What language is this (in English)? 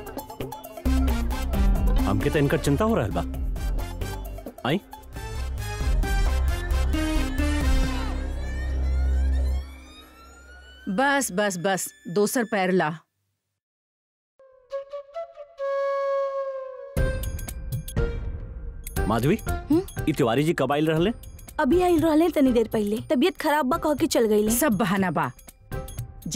Bhojpuri